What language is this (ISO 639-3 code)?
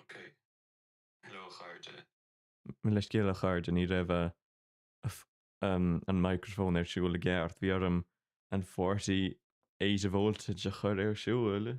gle